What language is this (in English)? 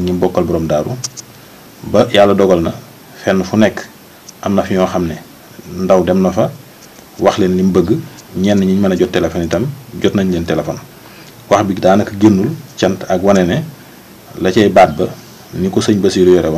Wolof